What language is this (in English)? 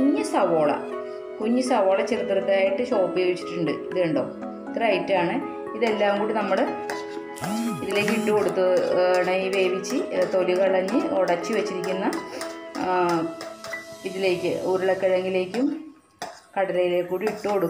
Malayalam